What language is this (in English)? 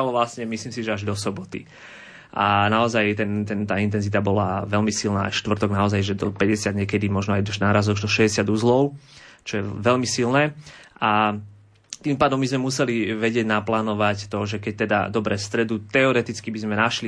Slovak